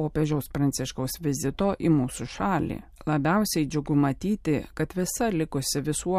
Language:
Lithuanian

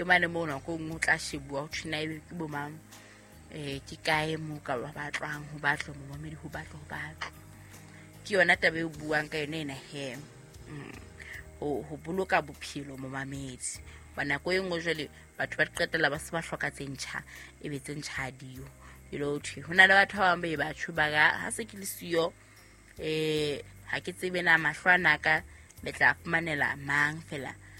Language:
Southern Sotho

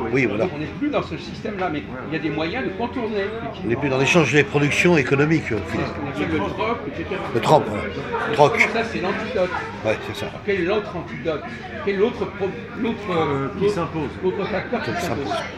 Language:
French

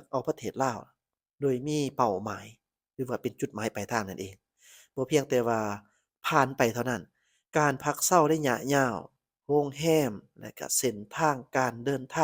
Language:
Lao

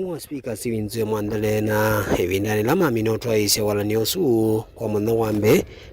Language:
Kamba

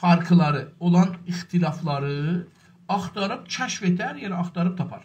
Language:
South Azerbaijani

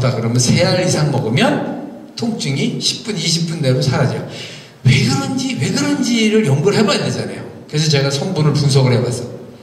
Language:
Korean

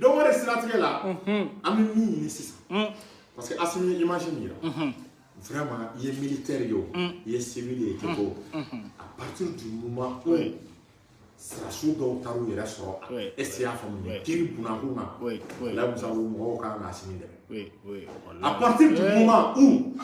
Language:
Bambara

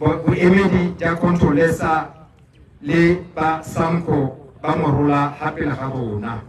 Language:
Tswana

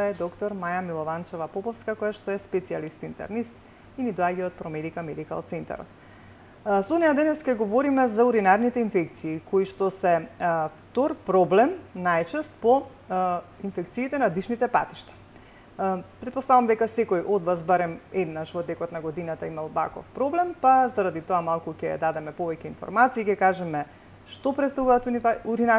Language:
Macedonian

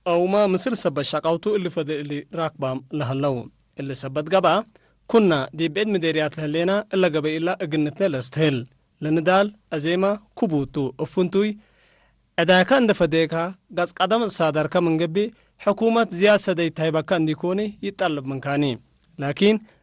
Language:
Tigre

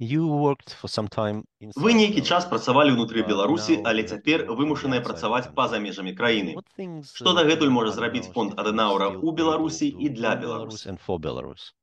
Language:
Belarusian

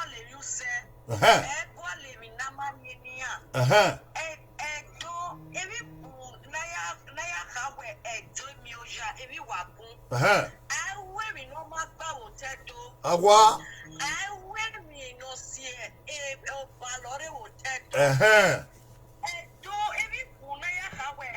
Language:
Bini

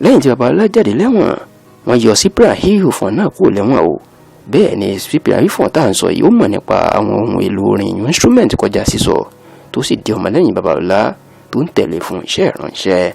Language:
Yoruba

